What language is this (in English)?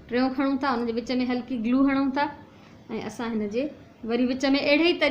Sindhi